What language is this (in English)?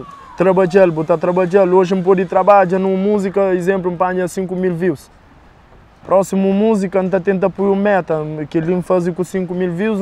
Kabuverdianu